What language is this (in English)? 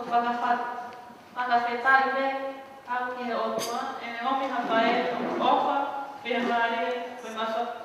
Tongan